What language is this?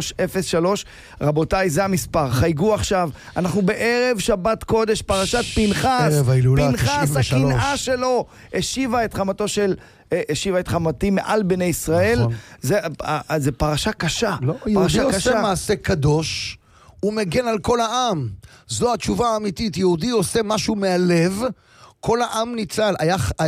Hebrew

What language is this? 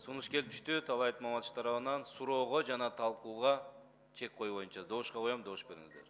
Kyrgyz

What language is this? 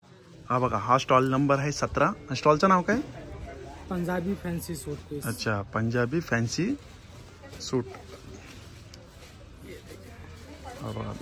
Marathi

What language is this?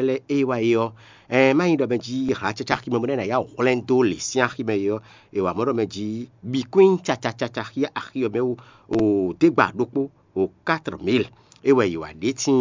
Fon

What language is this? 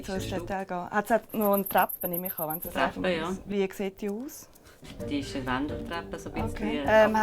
Swiss German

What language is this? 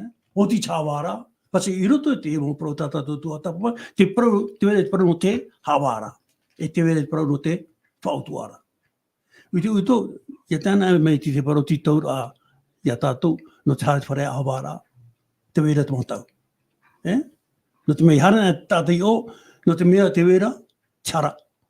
Tahitian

